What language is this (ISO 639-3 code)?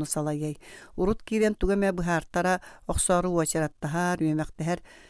sah